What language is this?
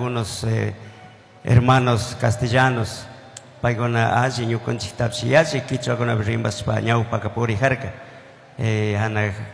Chimborazo Highland Quichua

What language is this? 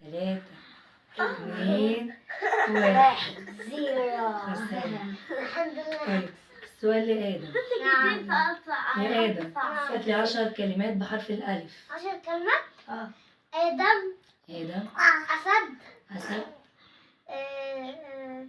Egyptian Arabic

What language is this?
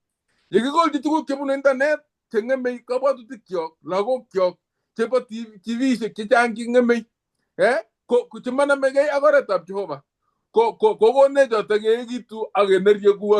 Kalenjin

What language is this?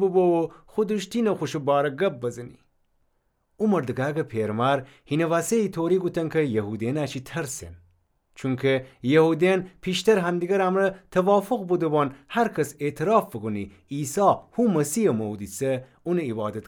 Gilaki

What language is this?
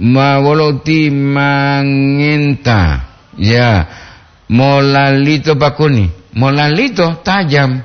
Gorontalo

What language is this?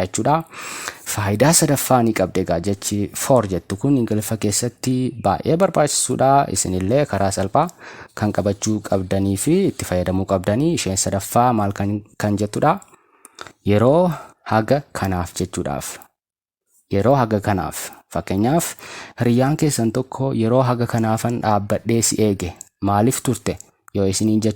Oromo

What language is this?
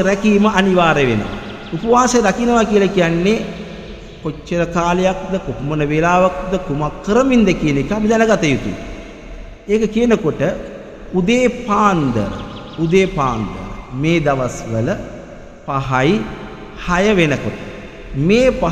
Sinhala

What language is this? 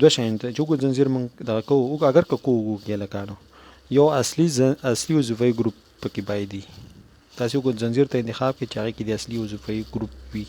Pashto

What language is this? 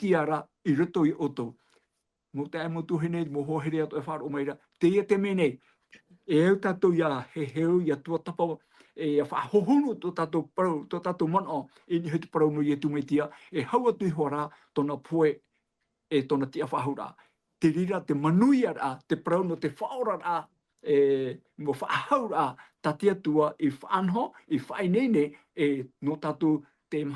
Tahitian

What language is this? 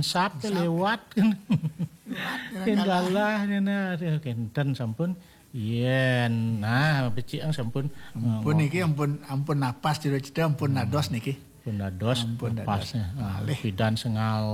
Balinese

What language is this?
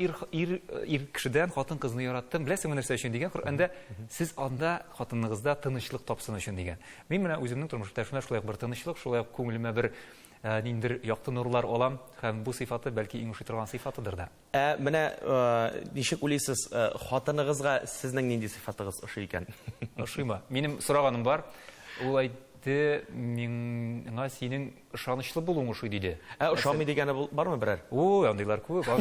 Tatar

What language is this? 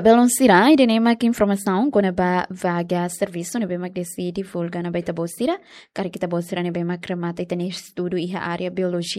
Tetum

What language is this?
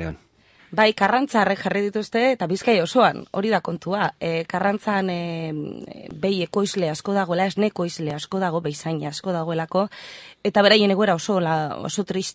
Basque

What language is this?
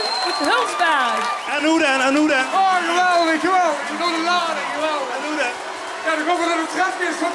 Limburgish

